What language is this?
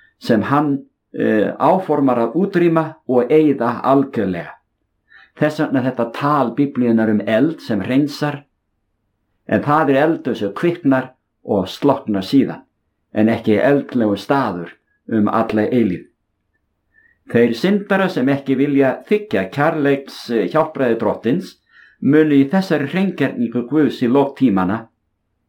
Icelandic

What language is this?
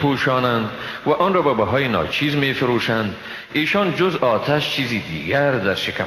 Persian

